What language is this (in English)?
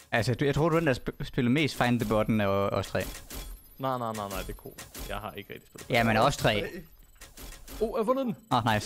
Danish